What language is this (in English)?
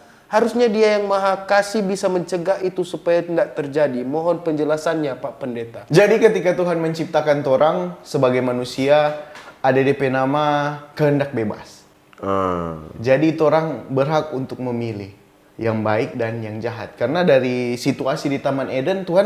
Manado Malay